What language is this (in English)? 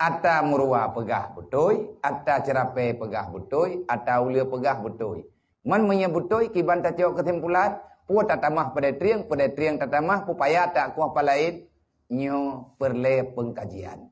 Achinese